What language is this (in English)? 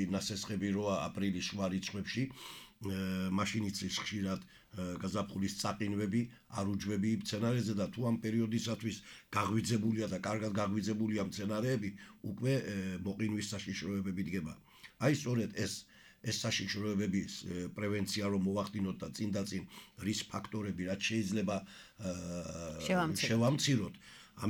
Georgian